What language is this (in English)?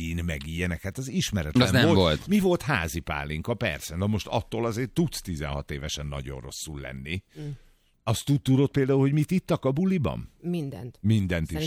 Hungarian